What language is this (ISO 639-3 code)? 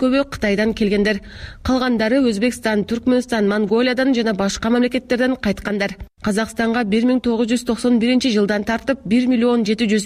kir